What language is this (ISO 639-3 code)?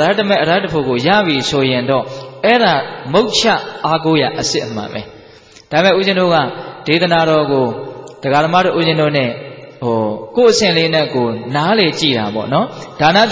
mya